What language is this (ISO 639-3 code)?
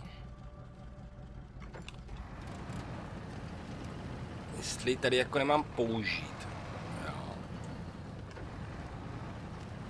ces